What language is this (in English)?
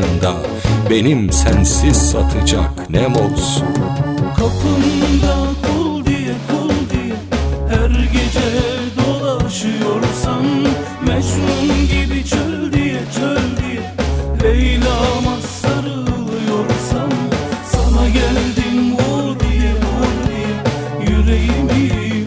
Turkish